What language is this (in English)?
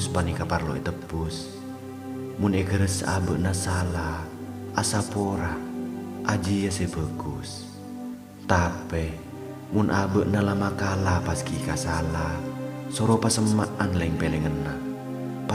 Madurese